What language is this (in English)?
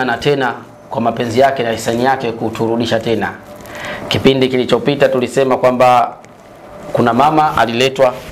Swahili